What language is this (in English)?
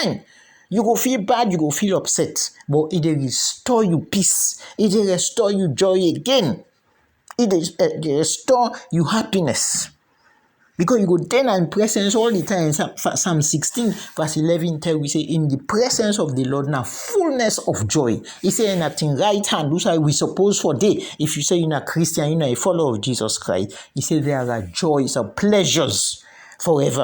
Krio